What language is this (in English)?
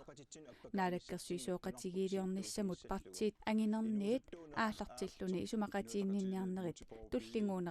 Kalaallisut